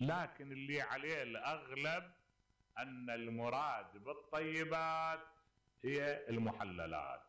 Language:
Mesopotamian Arabic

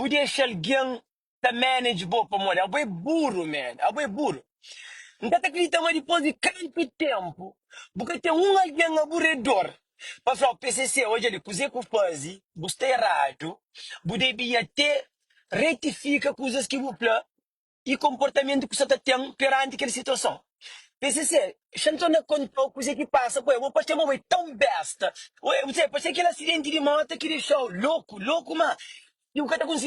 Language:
Kabuverdianu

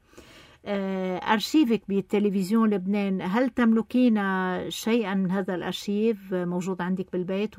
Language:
North Levantine Arabic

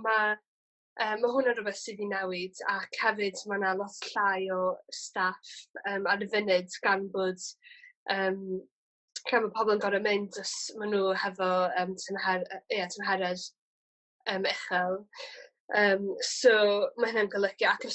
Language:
Welsh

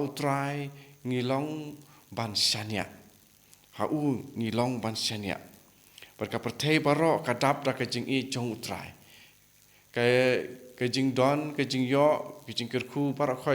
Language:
Khasi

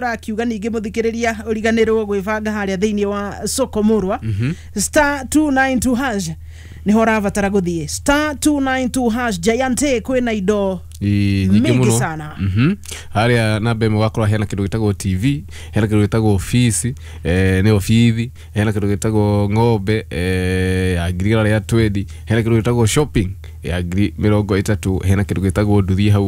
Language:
Kikuyu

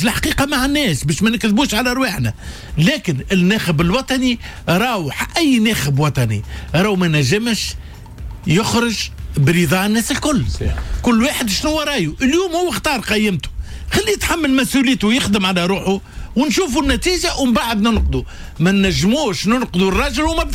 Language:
Tunisian Arabic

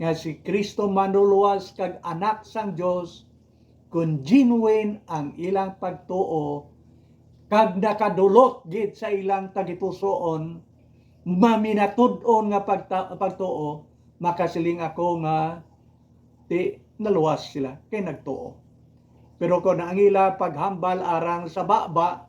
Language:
Hiligaynon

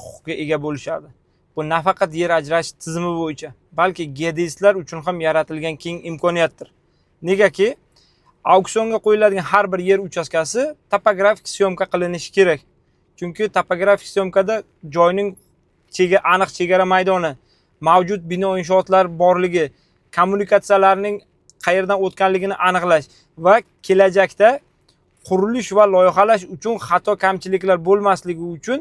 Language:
Uzbek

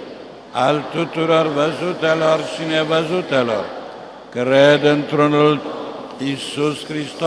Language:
Romanian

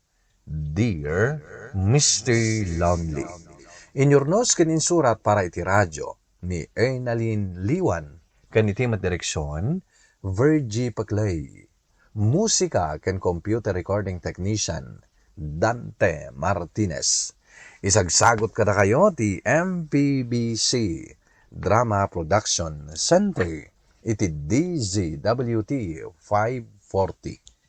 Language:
Iloko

